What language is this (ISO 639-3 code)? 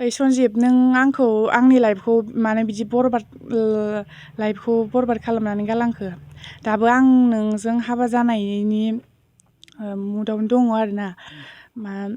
brx